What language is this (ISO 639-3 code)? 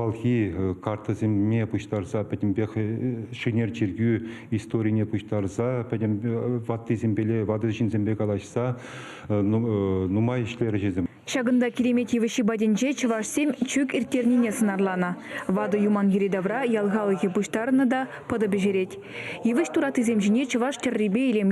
chv